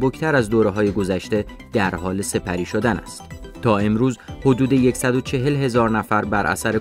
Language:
Persian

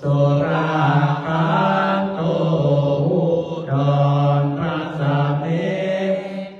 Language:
Pali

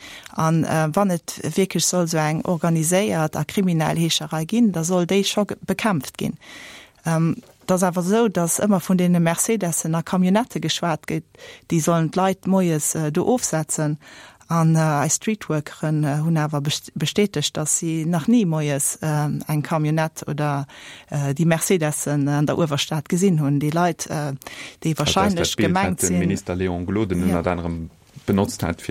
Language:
Luxembourgish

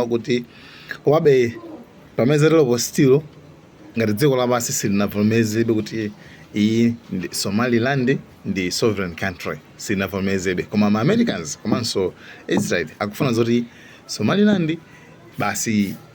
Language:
Nyanja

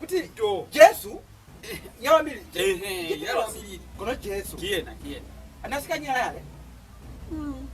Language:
Lozi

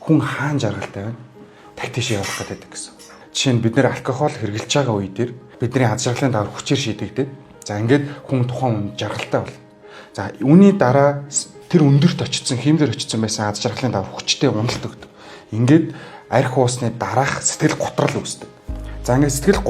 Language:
Mongolian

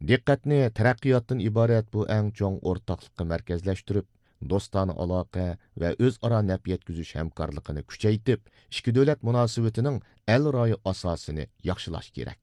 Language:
Uyghur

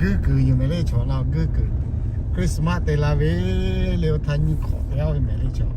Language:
Lahu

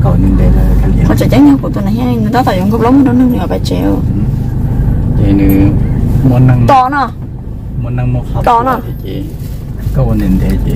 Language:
Vietnamese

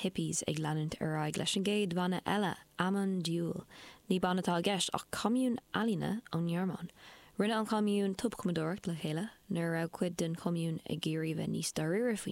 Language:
Irish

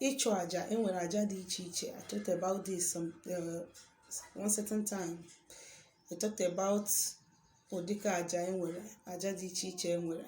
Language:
Igbo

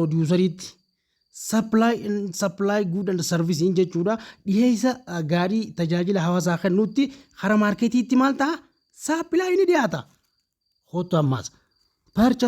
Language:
Oromo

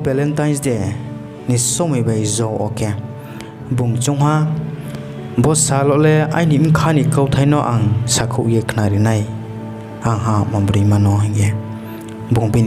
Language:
Riang (India)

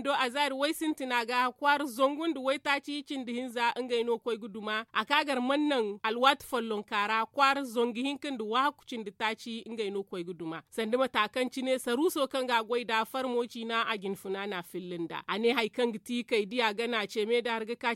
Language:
Zarma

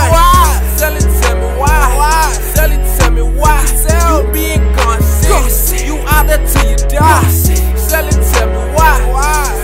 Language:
English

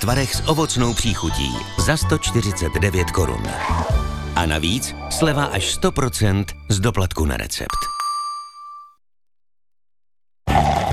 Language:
Czech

